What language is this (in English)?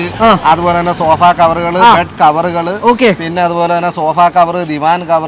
Malayalam